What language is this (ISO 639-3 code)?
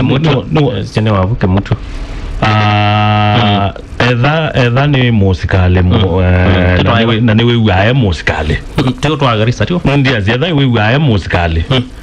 kam